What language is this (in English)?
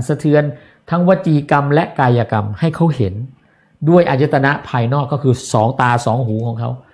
Thai